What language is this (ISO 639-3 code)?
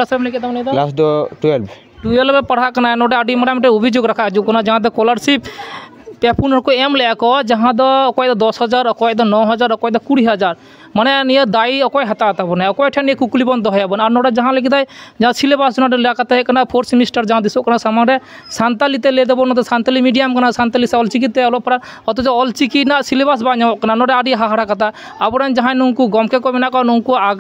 sat